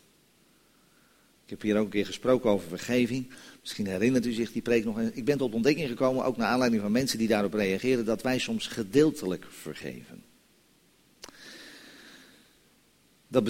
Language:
Dutch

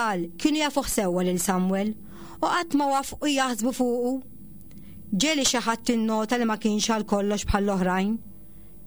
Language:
Maltese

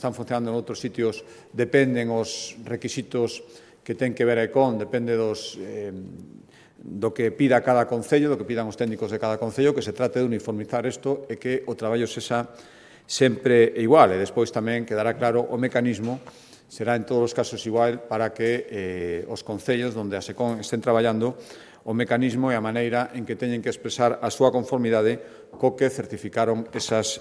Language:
Galician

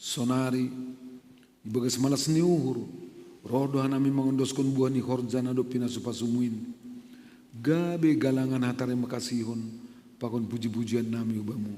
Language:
Batak Simalungun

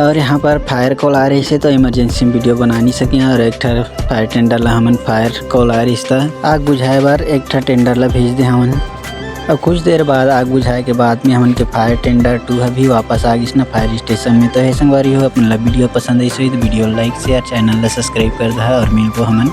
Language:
Chhattisgarhi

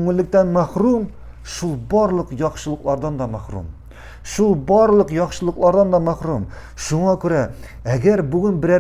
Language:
Tatar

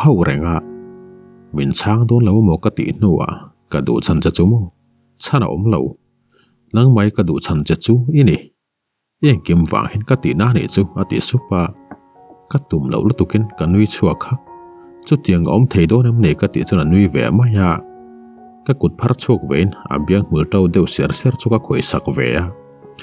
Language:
Mizo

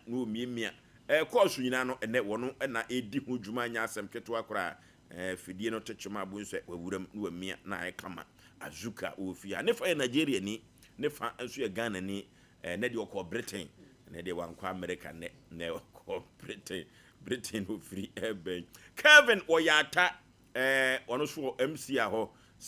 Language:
Akan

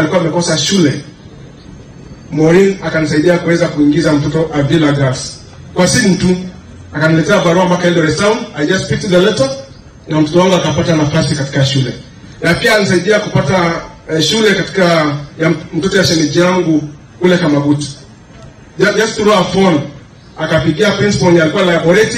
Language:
Swahili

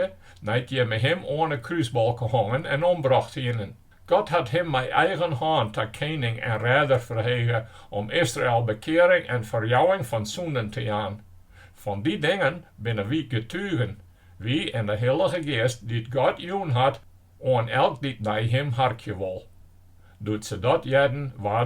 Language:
Western Frisian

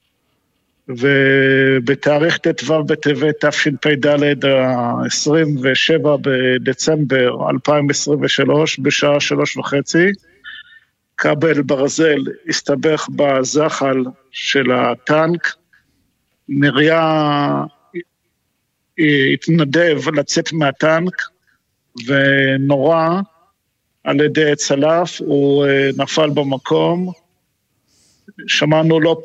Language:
Hebrew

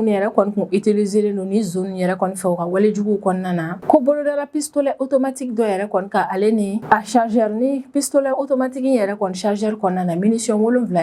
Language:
Bambara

